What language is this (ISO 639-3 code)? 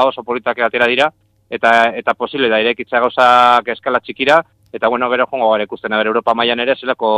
eus